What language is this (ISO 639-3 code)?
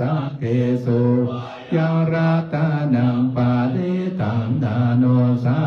pli